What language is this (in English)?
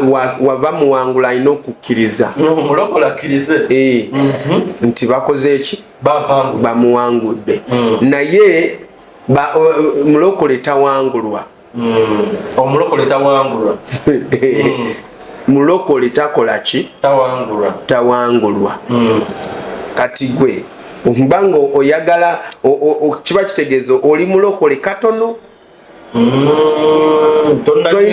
Ganda